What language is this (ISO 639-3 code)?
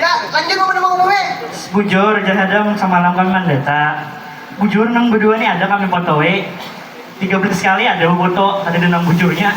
bjn